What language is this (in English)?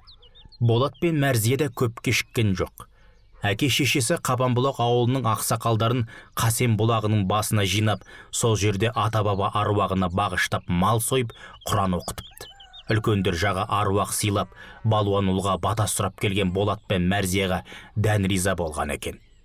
Kazakh